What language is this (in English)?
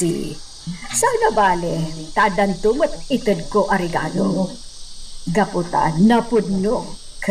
Iloko